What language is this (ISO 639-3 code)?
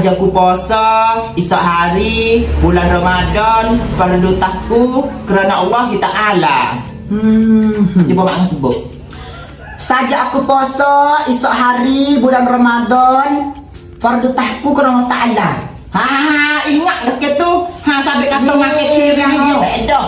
msa